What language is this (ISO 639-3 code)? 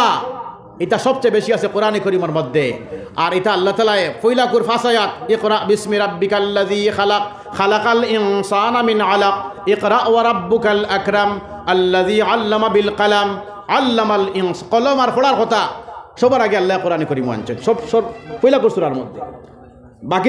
syl